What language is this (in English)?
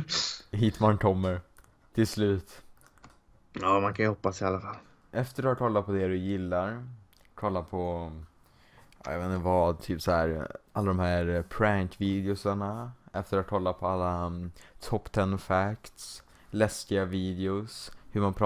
Swedish